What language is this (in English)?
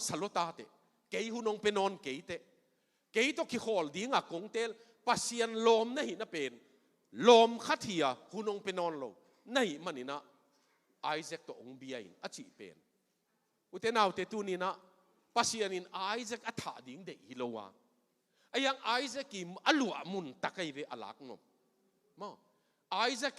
Tedim Chin